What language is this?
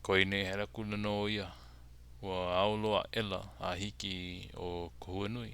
Hawaiian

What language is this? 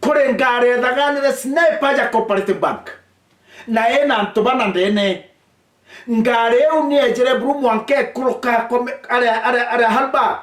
Meru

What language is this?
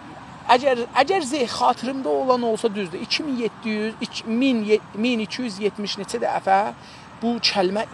South Azerbaijani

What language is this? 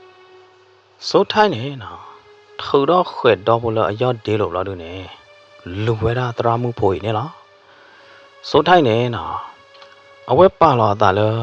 S'gaw Karen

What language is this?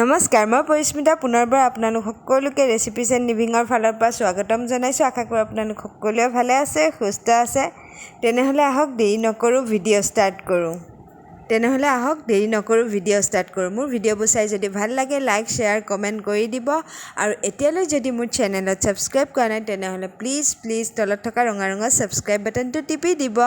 Assamese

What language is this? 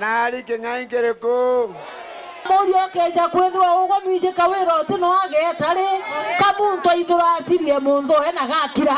Meru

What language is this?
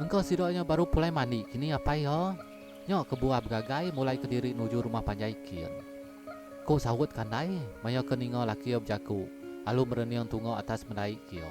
Iban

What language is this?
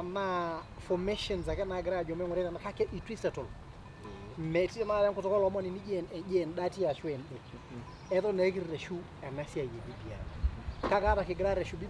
Masai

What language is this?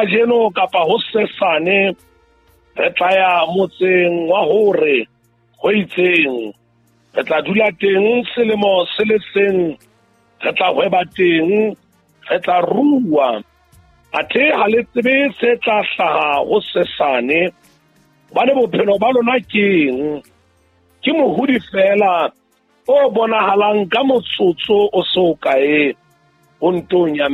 Southern Sotho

